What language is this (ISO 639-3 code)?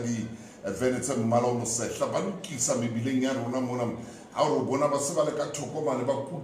sot